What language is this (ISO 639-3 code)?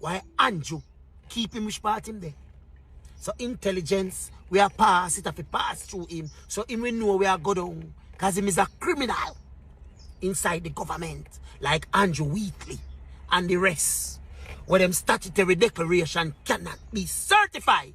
jam